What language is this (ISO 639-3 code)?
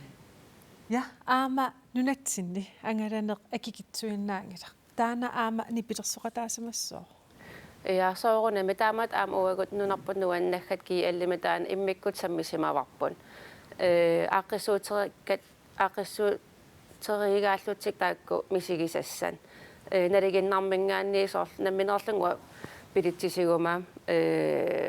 kal